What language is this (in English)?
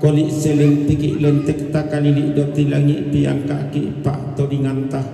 Toraja-Sa'dan